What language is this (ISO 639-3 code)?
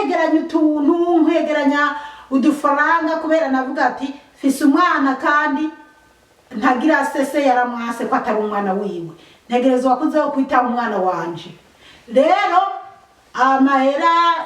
run